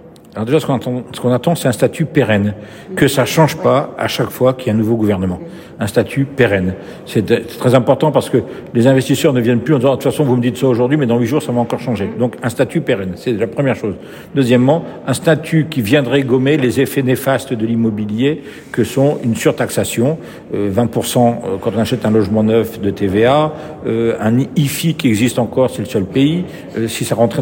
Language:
French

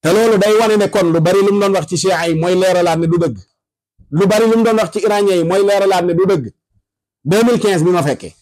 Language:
Wolof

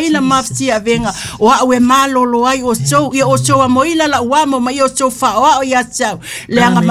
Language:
Samoan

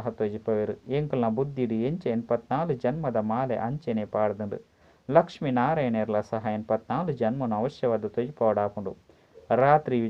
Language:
Tulu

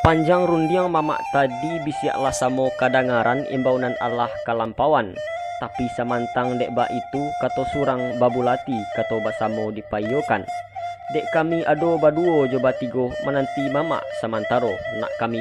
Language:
Minangkabau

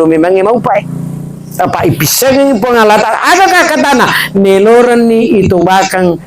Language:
Buginese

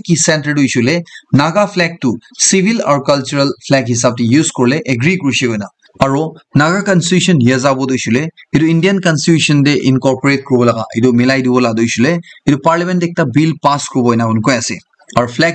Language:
Naga Pidgin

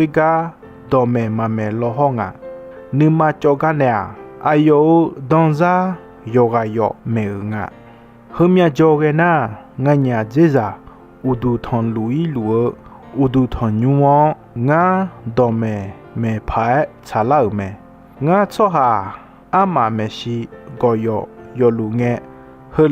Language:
Akha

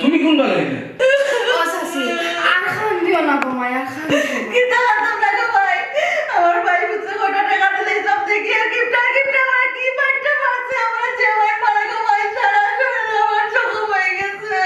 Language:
Sylheti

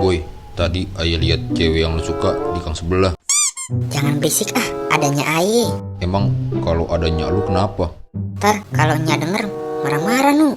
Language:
Betawi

